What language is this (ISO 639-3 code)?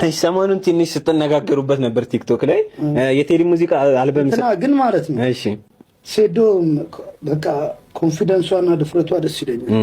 amh